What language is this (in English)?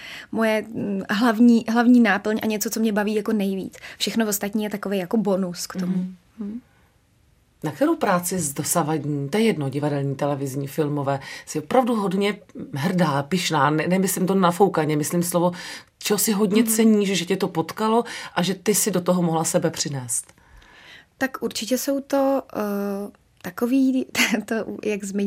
Czech